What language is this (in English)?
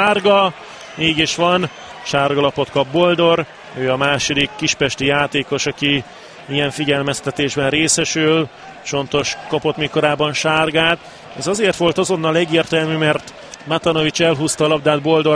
Hungarian